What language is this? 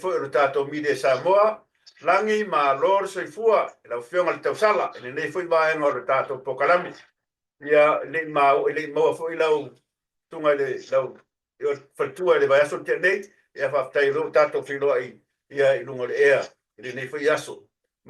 Samoan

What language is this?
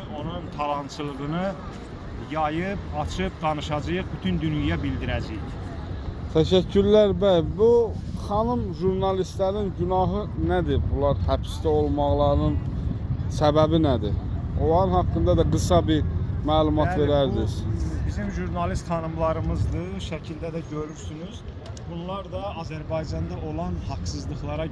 Azerbaijani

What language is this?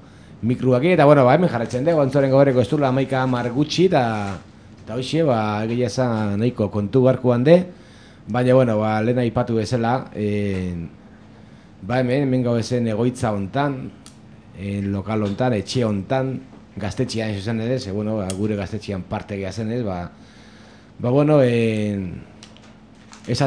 Basque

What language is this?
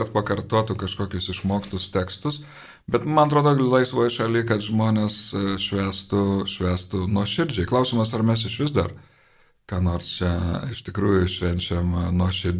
Lithuanian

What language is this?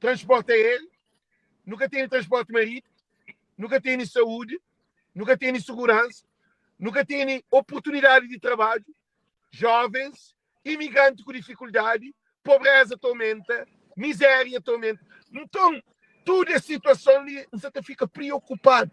Kabuverdianu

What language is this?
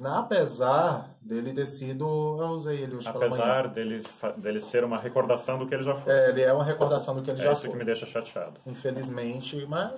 Portuguese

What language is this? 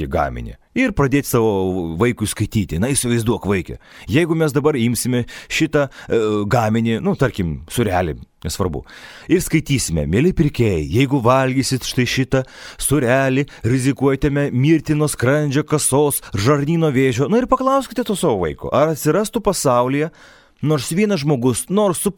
Lithuanian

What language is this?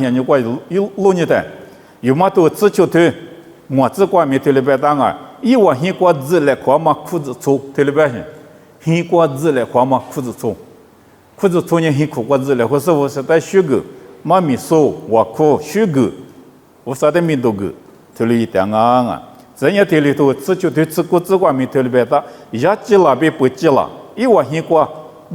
Lisu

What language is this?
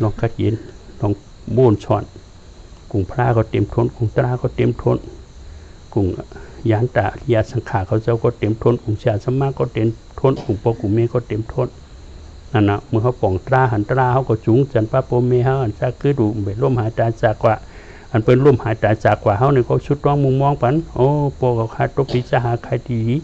Shan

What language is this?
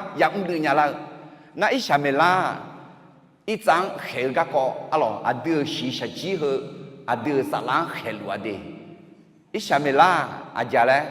Akha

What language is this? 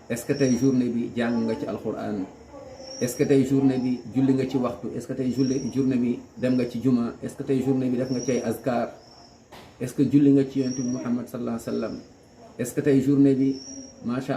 Wolof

